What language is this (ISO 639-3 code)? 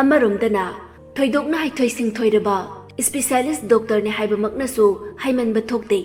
mni